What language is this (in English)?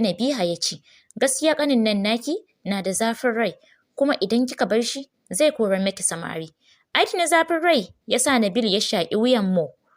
Hausa